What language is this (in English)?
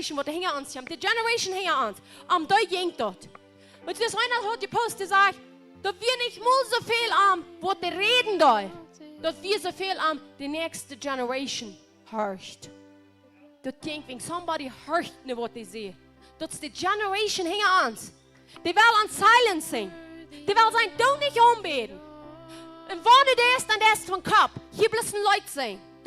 Plautdietsch